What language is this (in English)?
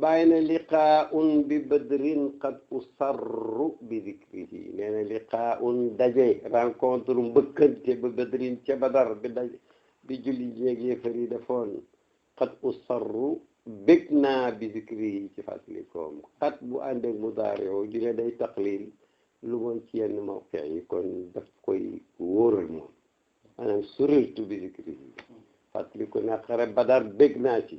Wolof